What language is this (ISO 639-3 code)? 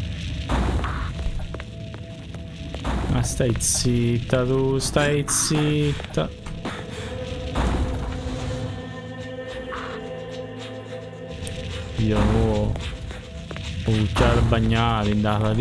ita